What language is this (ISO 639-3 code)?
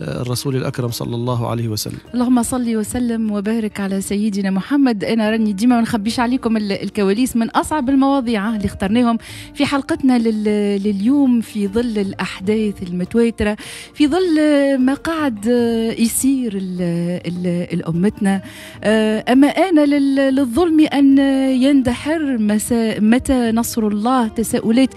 aeb